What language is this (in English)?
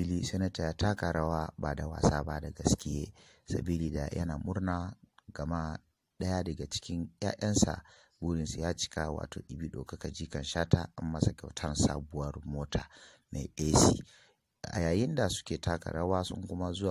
Hausa